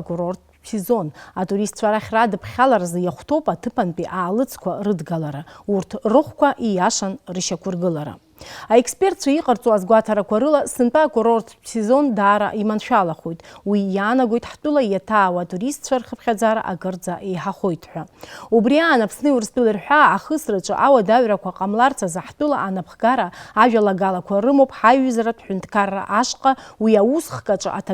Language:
Abkhazian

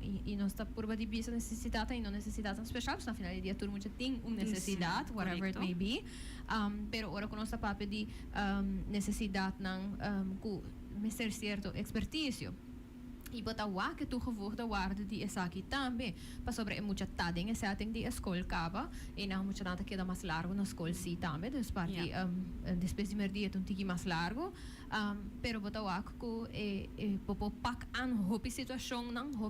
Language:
Papiamento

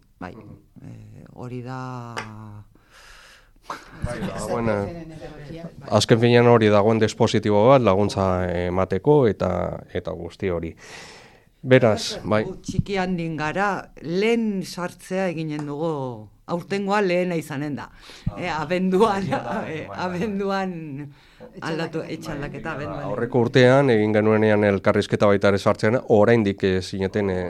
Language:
Basque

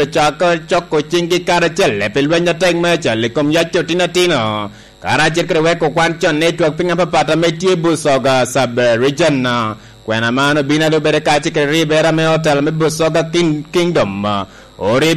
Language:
Lango (Uganda)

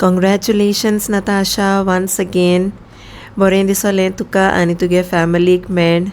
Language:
Konkani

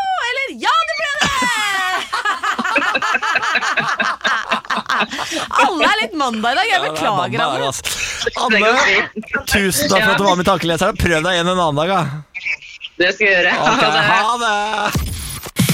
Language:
Norwegian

